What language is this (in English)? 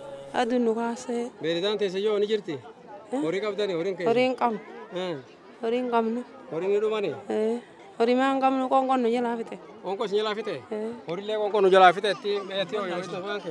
Oromo